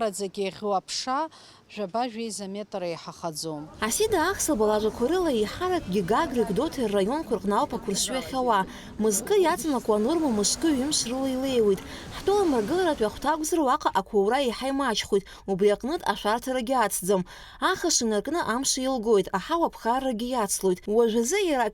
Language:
Abkhazian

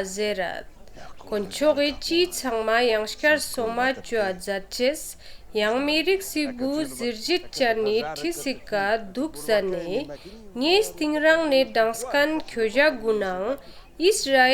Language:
Ladakhi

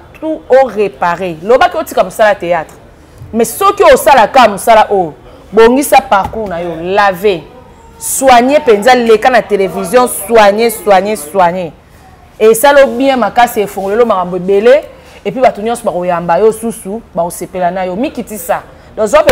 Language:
Lingala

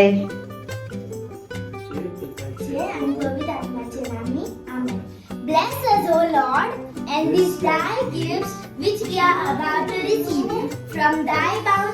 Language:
Konkani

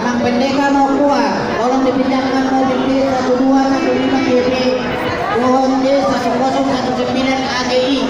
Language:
Batak Toba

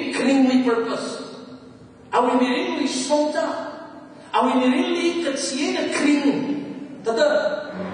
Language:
Tangkhul Naga (India)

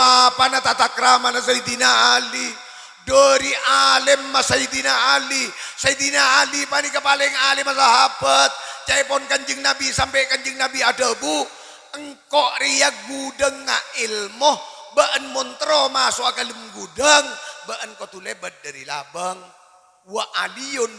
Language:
Madurese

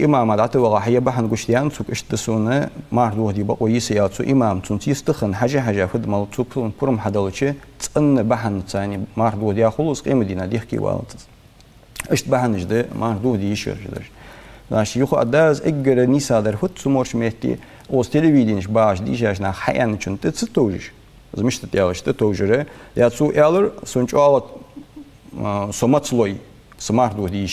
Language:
Ingush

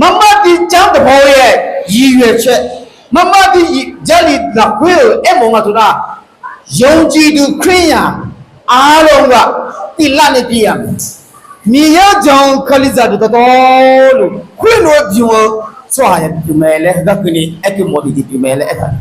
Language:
Akha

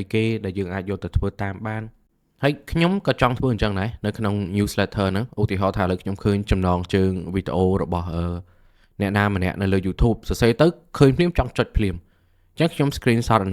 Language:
Khmer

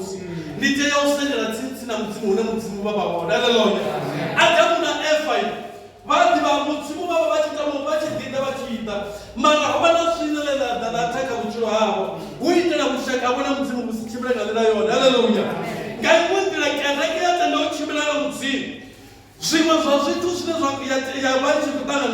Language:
Venda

